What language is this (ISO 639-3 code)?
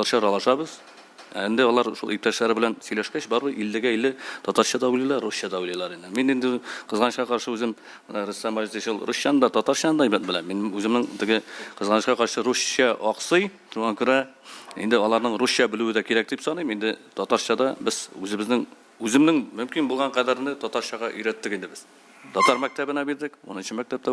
tat